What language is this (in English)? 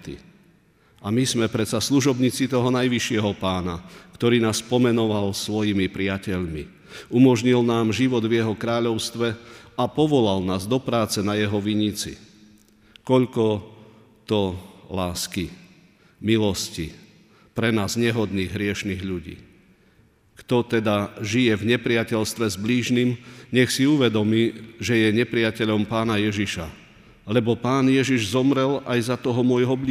Slovak